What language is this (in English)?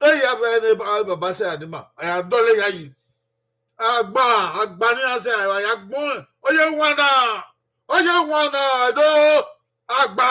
Bini